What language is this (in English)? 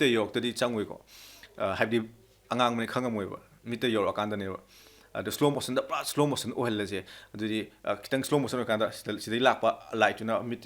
Manipuri